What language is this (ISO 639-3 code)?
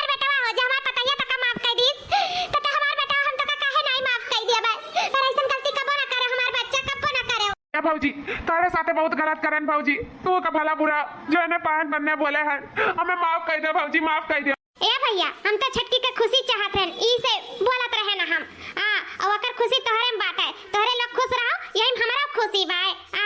awa